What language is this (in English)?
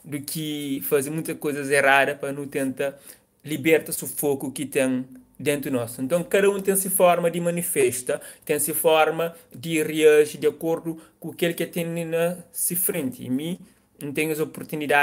Kabuverdianu